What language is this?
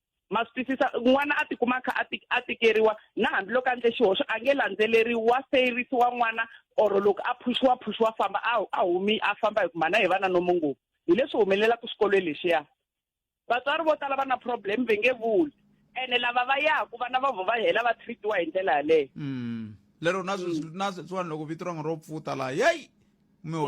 Tsonga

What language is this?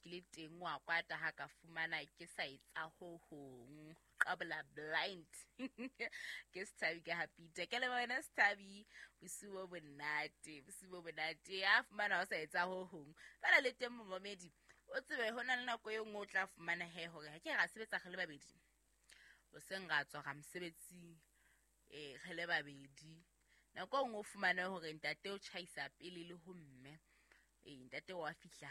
Southern Sotho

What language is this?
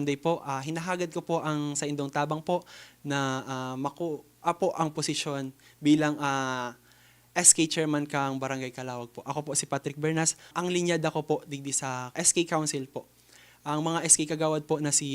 Bikol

